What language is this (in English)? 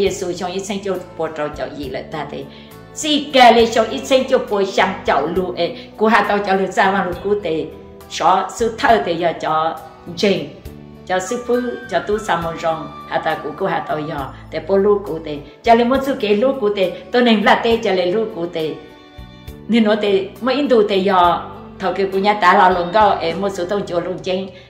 Hmong